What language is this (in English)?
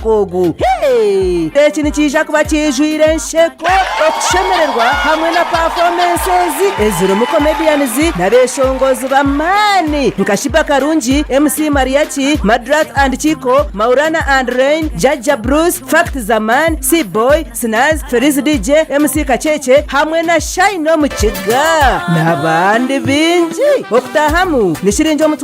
Tooro